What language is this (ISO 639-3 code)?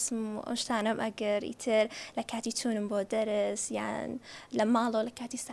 ckb